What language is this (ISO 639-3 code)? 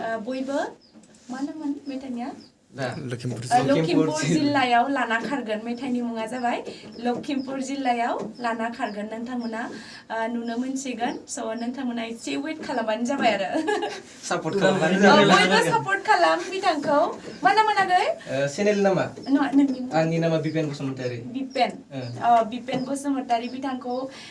brx